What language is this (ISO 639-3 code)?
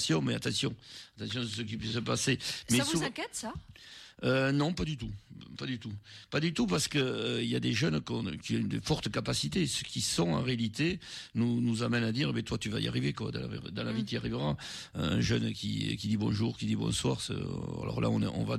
fra